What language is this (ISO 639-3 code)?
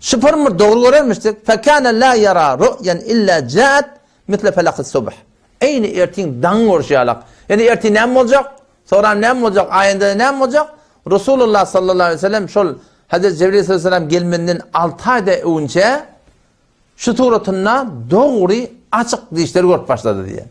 tuk